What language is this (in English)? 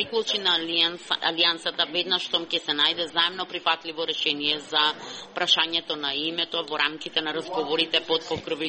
Macedonian